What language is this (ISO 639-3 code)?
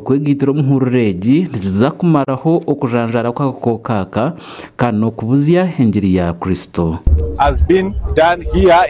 nyn